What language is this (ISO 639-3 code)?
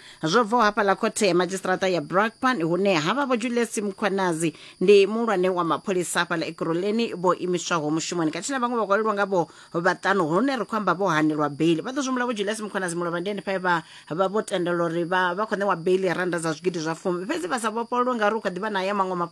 ven